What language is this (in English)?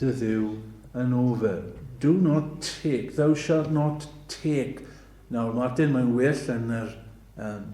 Welsh